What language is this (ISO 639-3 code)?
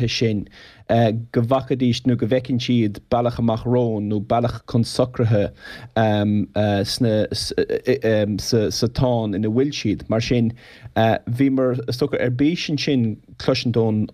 gle